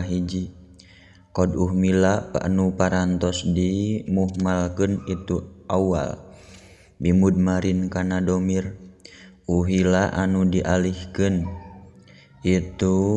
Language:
Sundanese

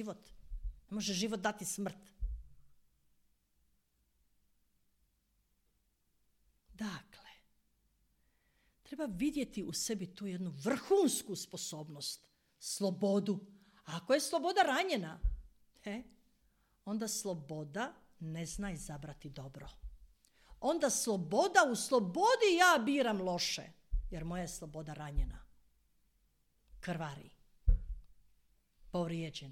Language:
Croatian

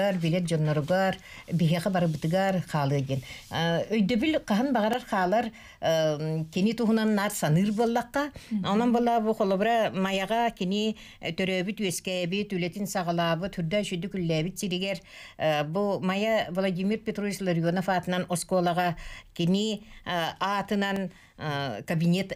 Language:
Yakut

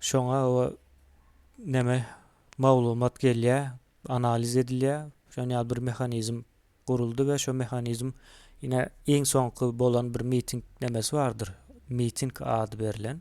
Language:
Turkmen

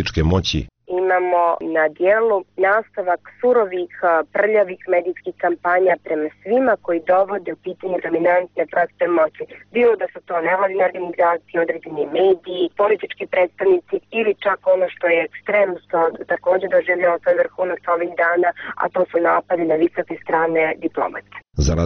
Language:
Bosnian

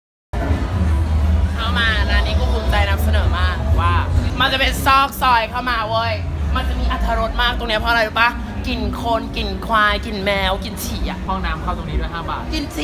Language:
Thai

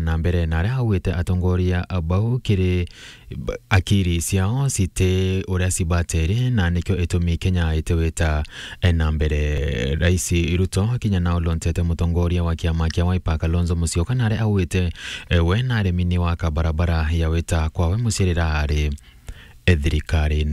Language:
Meru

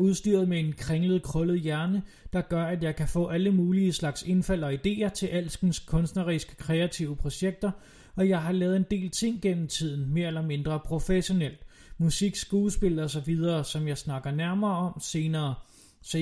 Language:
Danish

